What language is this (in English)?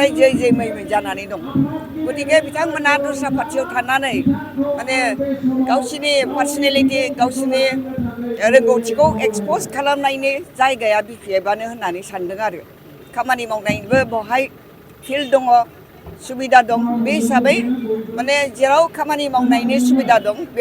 Bodo